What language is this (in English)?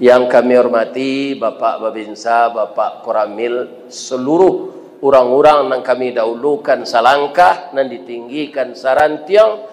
Minangkabau